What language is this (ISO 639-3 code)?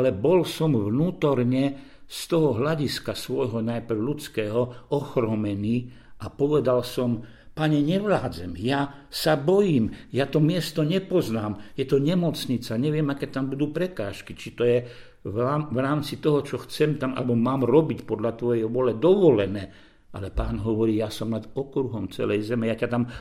slk